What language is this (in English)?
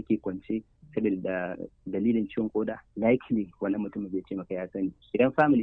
Hausa